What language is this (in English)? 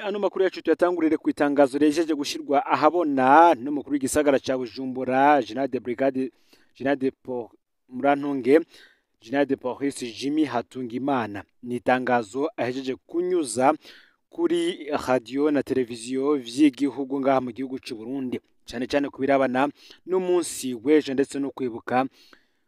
Rundi